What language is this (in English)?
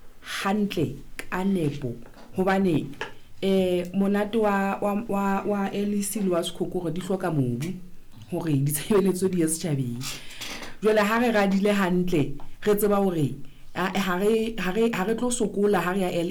Southern Sotho